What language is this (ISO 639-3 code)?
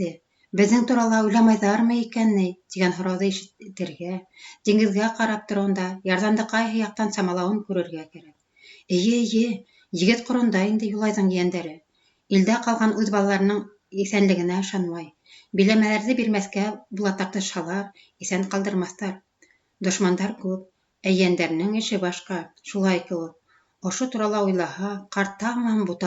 bak